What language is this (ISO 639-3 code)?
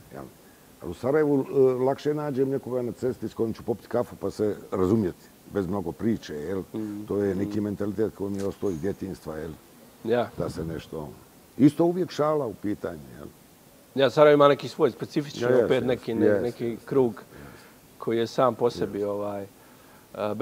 bos